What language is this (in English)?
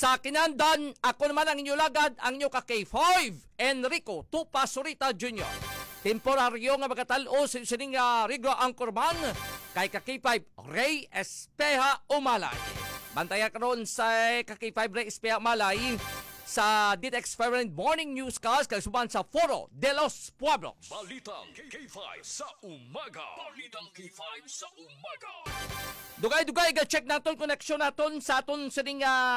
Hiligaynon